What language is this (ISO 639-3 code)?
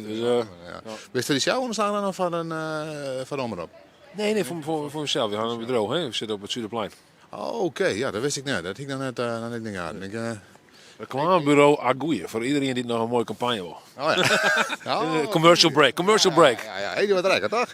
fry